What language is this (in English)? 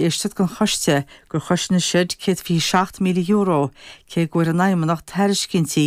Irish